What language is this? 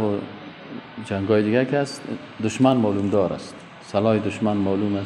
Persian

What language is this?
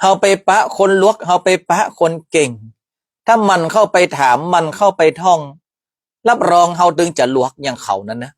Northern Thai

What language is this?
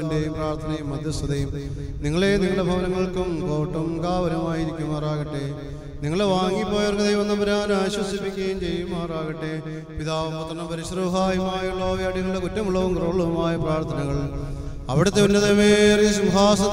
Malayalam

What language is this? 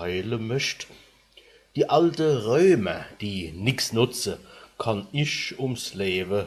Palatine German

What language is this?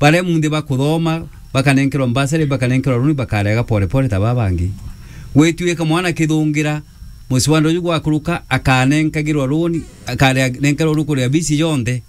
Meru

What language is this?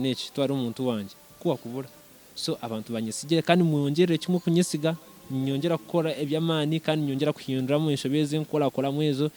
Nyankole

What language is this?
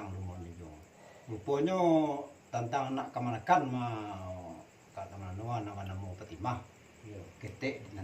Minangkabau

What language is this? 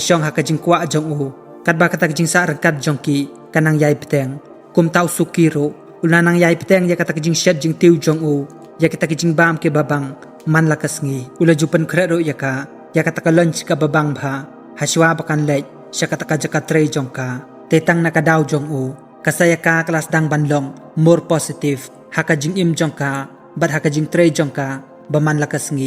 Khasi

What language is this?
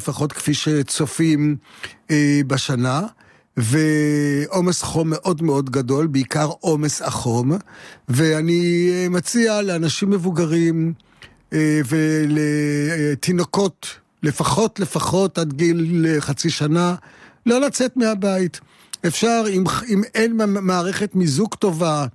Hebrew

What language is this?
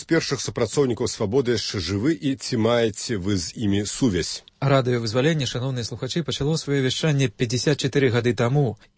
Belarusian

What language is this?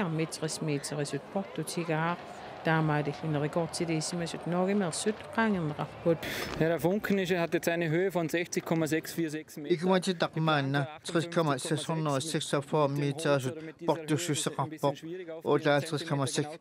Kalaallisut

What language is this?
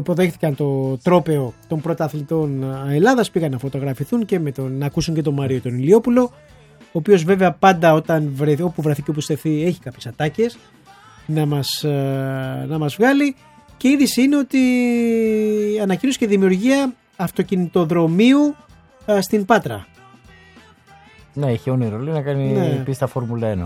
Greek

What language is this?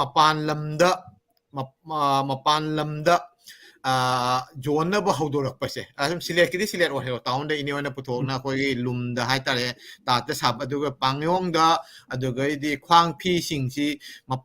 Manipuri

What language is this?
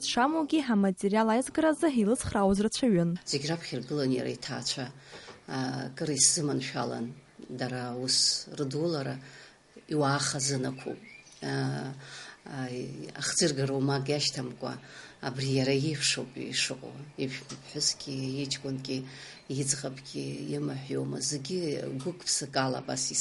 Abkhazian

